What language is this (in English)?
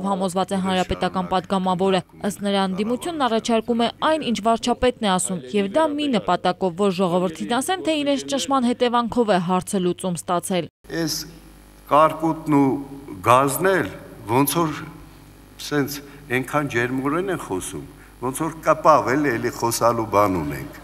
Armenian